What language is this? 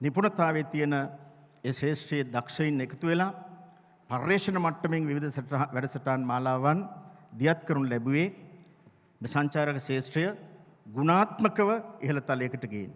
Sinhala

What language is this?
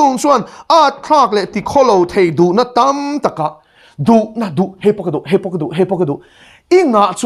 Mizo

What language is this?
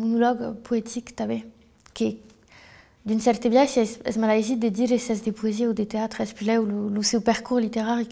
Occitan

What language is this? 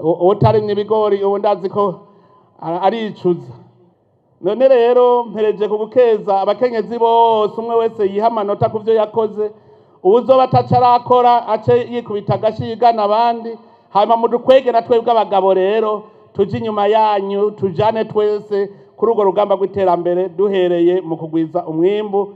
Rundi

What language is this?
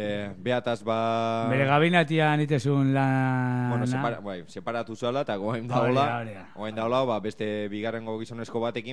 Basque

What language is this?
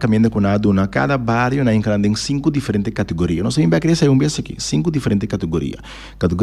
Papiamento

